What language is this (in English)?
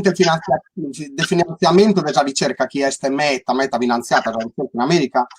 Sardinian